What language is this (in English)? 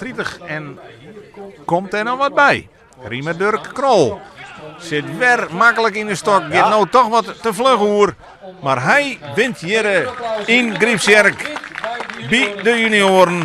Western Frisian